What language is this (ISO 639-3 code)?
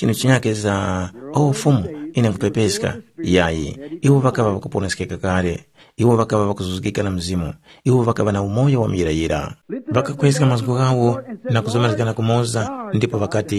tum